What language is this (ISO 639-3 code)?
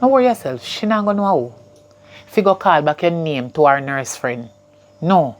jam